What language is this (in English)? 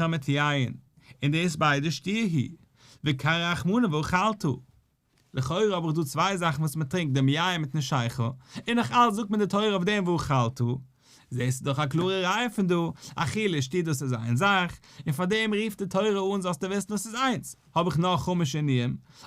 Yiddish